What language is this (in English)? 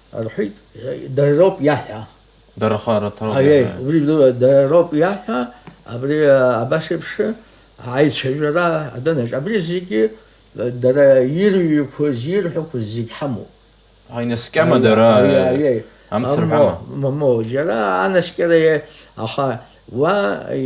Abkhazian